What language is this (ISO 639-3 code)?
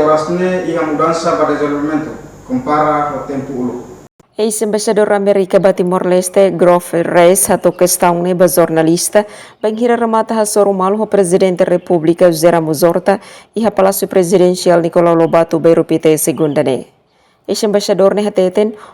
tet